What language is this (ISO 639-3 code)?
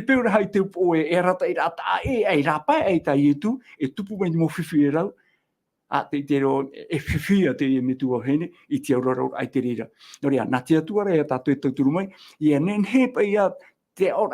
tah